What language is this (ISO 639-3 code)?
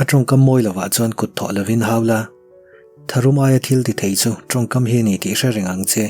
lus